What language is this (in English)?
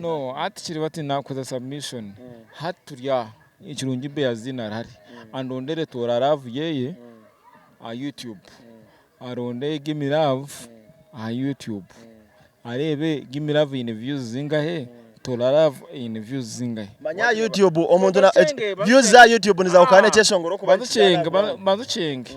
Nyankole